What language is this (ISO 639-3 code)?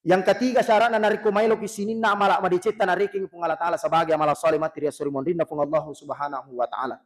bug